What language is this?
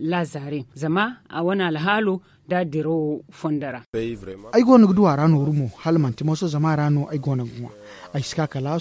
Zarma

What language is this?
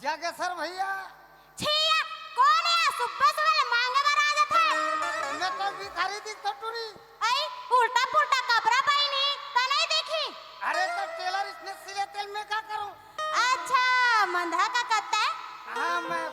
Chhattisgarhi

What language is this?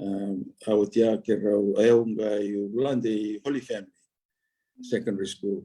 Fijian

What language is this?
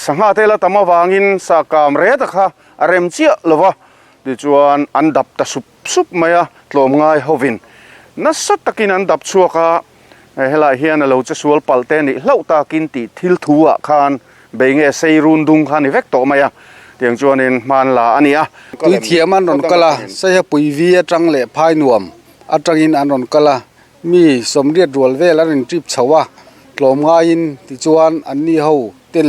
Mizo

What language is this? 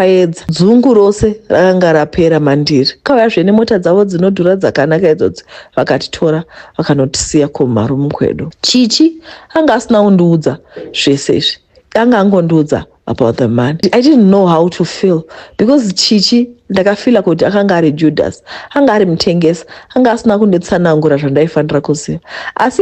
Shona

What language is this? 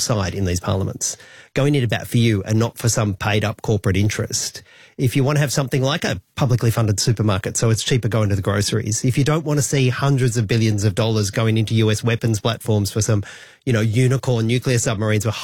English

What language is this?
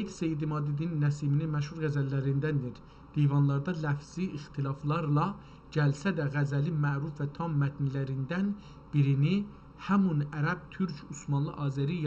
South Azerbaijani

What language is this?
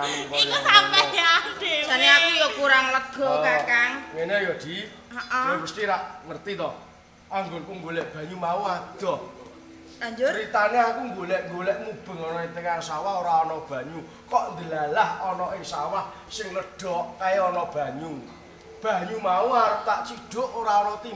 Javanese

